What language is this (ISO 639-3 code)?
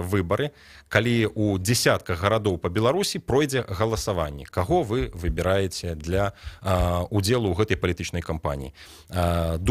bel